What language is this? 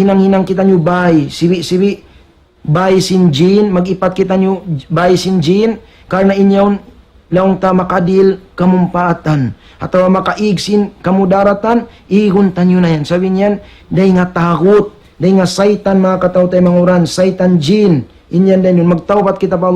Tausug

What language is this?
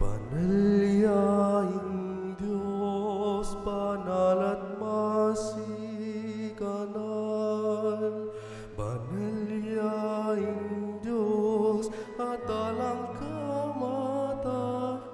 Pampanga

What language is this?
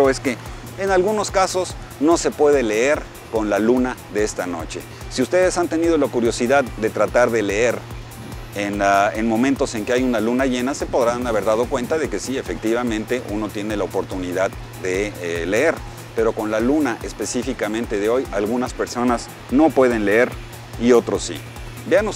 Spanish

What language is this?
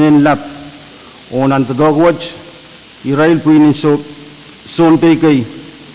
Pohnpeian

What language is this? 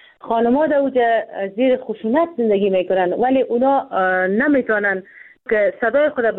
Persian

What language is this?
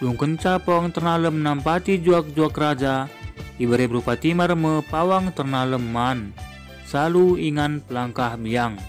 Batak Karo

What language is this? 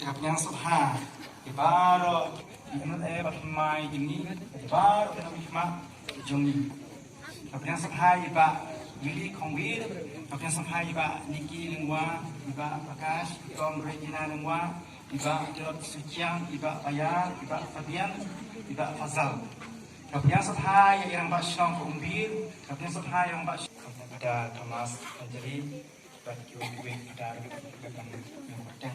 Khasi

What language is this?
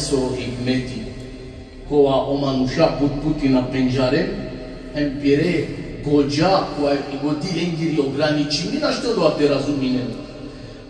Balkan Romani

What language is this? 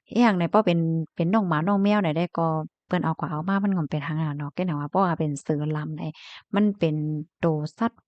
Shan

